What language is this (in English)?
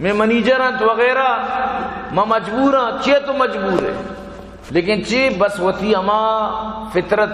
Baluchi